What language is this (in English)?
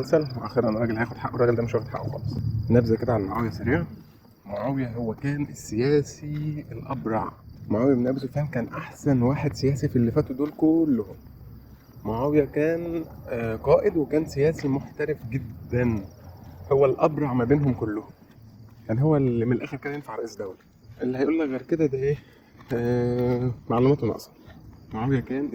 Egyptian Arabic